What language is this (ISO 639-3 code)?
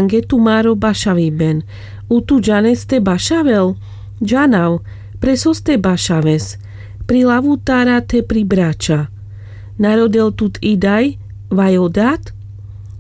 rmc